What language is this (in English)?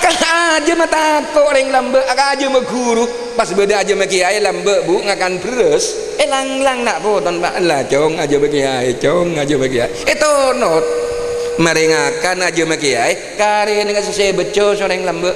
Madurese